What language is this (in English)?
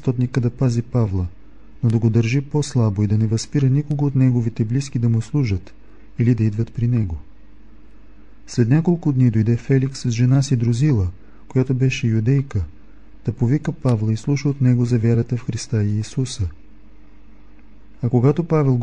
Bulgarian